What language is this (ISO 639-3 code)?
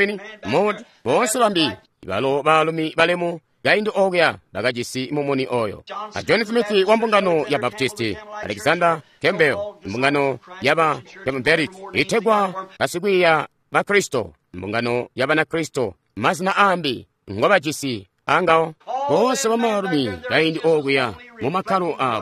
toi